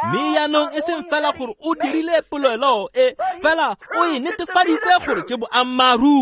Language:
Tswana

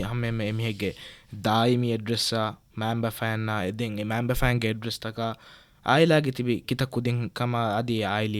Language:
Divehi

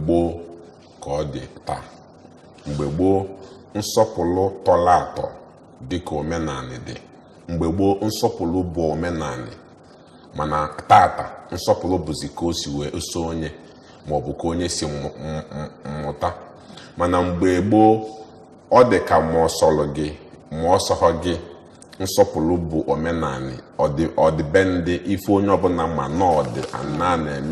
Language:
Igbo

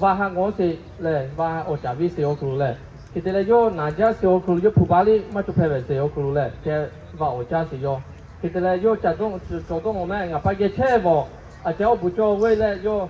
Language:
Lahu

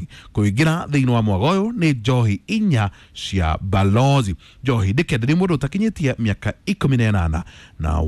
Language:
Kikuyu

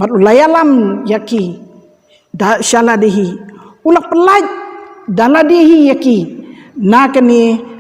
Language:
Khasi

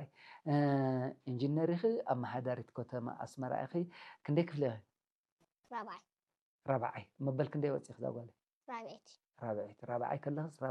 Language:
Tigrinya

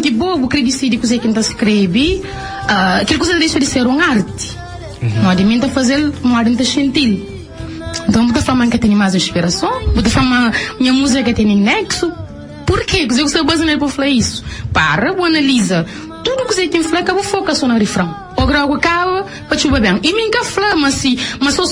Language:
Kabuverdianu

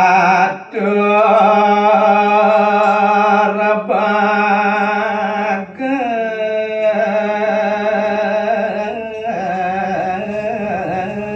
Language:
Balinese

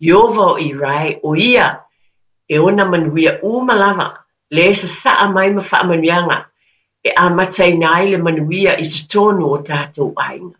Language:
Samoan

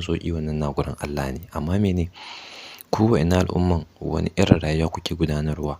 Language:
Hausa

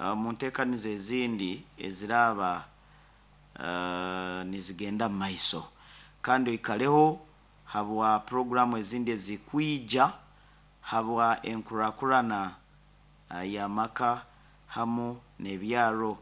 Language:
Nyoro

